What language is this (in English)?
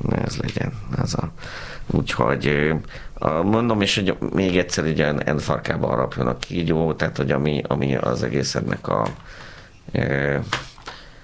Hungarian